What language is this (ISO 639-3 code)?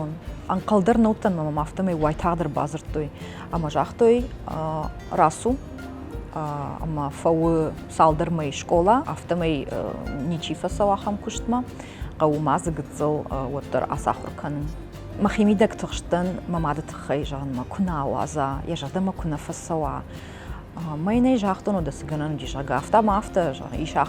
oss